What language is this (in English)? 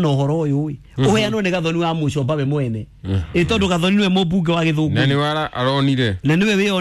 Kikuyu